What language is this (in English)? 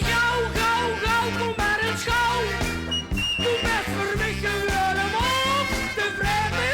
Limburgish